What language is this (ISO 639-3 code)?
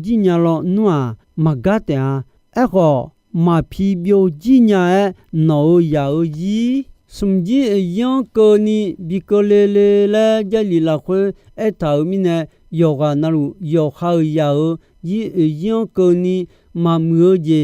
ahk